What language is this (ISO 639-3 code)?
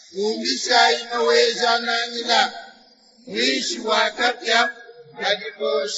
lua